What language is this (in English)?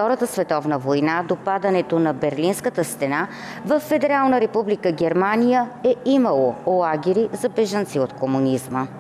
Bulgarian